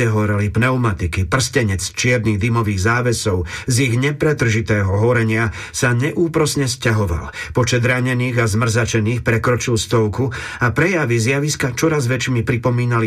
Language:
Slovak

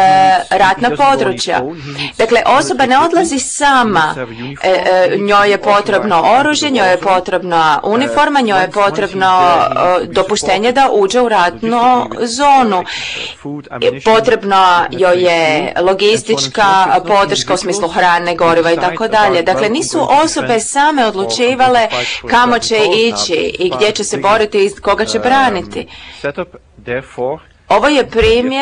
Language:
Croatian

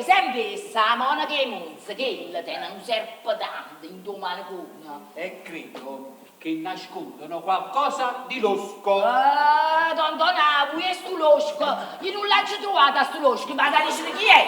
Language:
Neapolitan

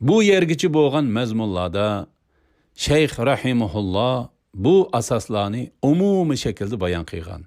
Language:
Uyghur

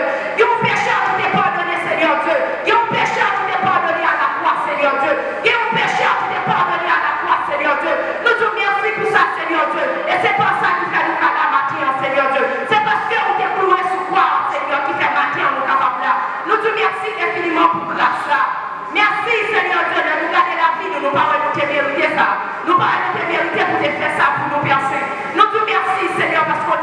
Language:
Haitian Creole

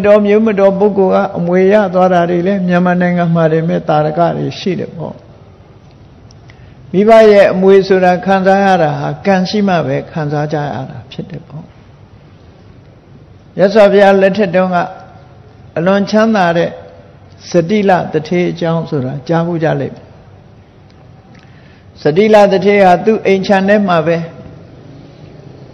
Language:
Burmese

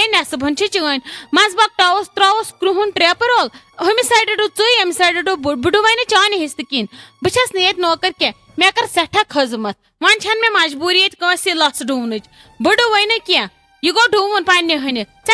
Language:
Kashmiri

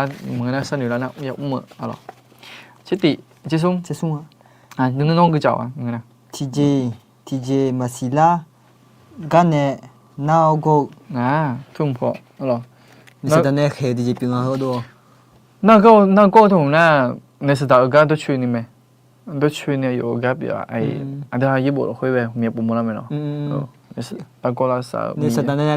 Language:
Akha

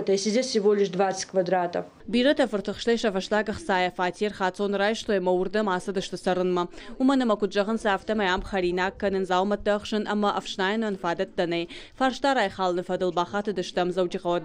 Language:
Ossetic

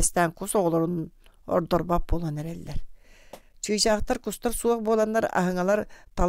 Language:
Yakut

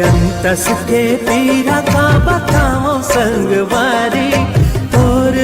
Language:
Chhattisgarhi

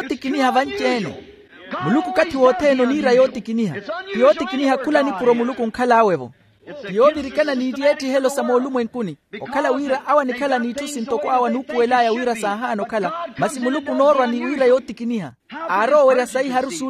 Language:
Makhuwa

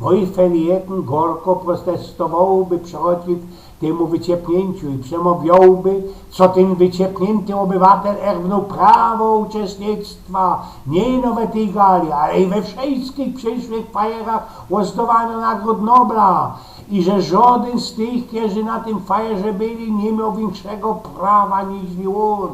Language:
Silesian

